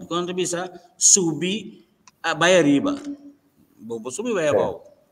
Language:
Papiamento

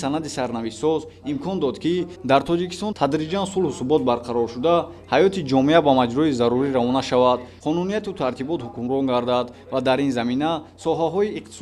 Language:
Tajik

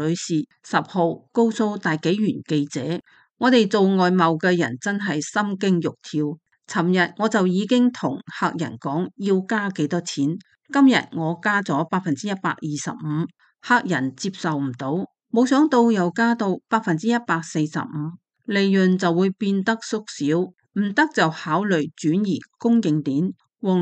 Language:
Cantonese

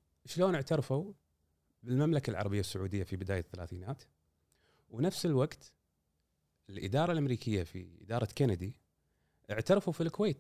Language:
Gulf Arabic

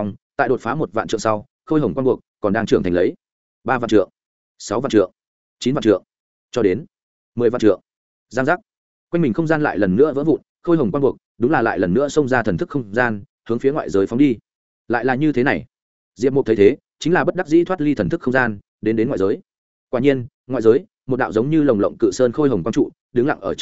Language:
Vietnamese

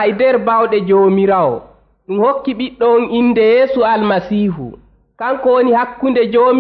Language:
Nigerian Fulfulde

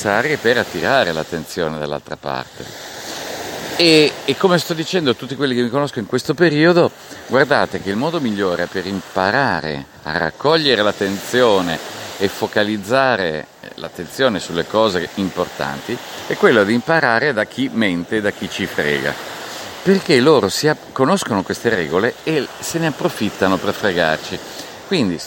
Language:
Italian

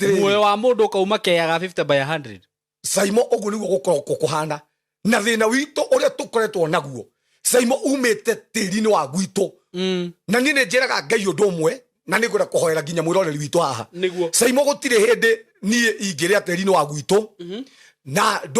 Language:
Kikuyu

